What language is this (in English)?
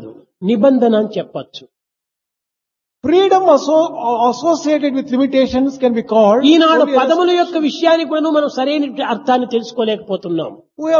Telugu